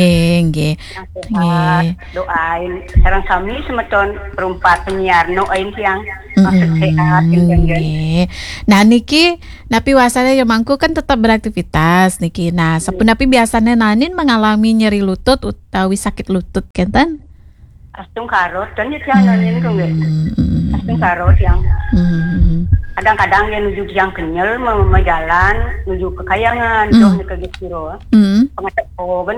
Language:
Balinese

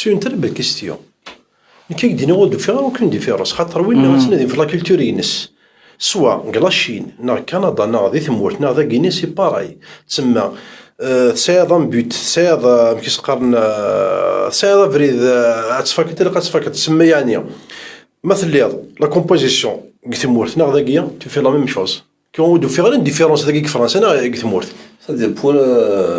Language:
Kabyle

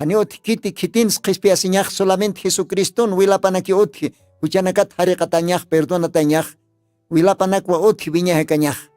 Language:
Aymara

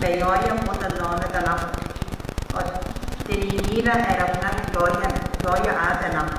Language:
Gilbertese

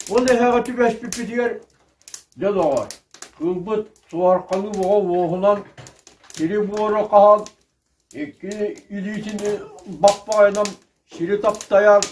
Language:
Yakut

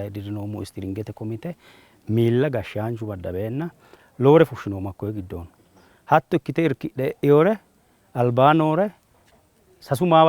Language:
Sidamo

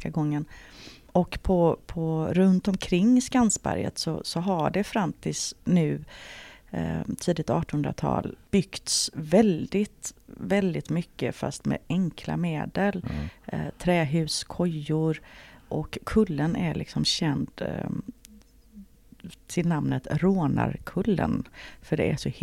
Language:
Swedish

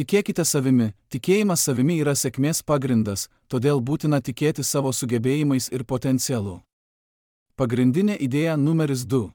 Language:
Lithuanian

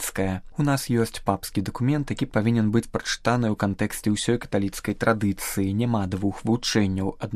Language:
Belarusian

